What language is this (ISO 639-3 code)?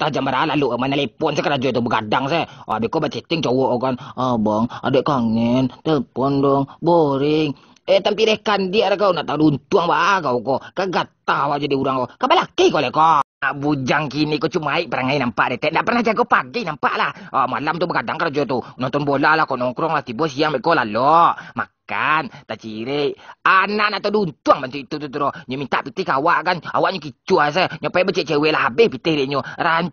min